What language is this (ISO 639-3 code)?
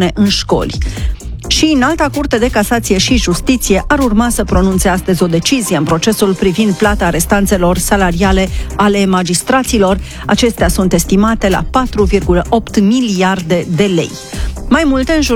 ron